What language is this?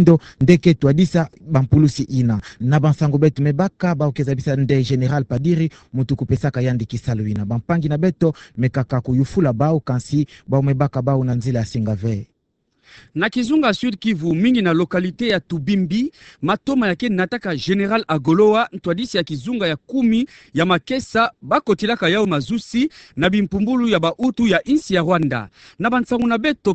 Kituba (Democratic Republic of Congo)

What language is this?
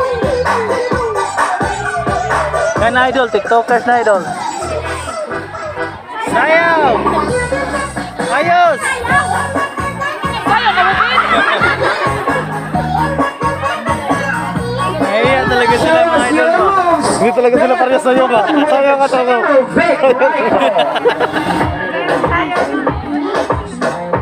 Filipino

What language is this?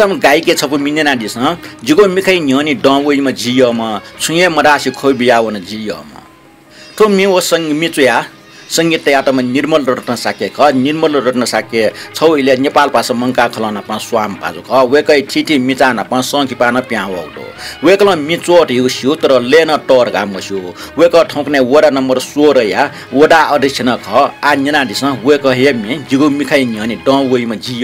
Newari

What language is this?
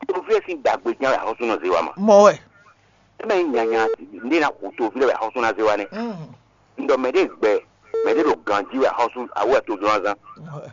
Fon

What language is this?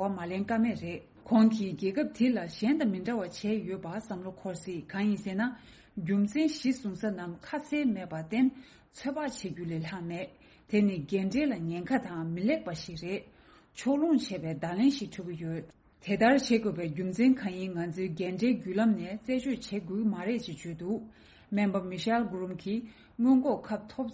Tibetan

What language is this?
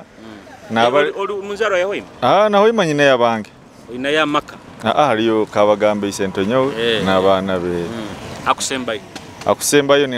Nyoro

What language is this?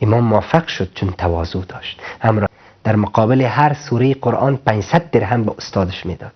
Persian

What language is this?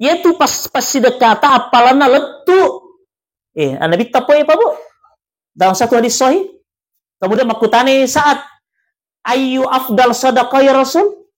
Buginese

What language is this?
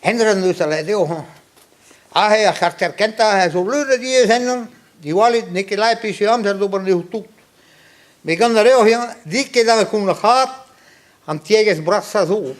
Breton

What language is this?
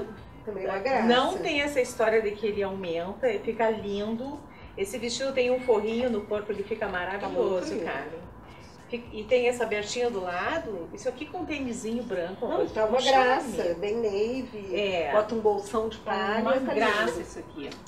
Portuguese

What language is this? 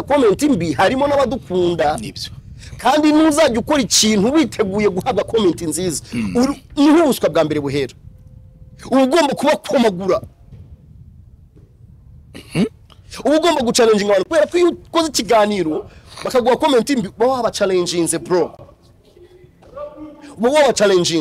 Kinyarwanda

